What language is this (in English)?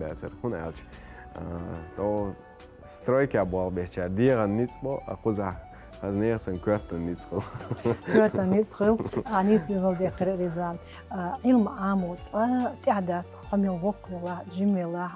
Chechen